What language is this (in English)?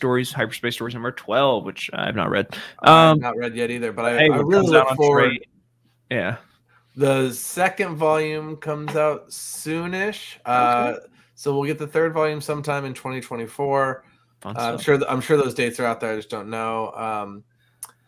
English